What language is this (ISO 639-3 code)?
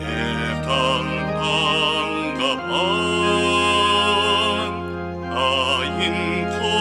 pam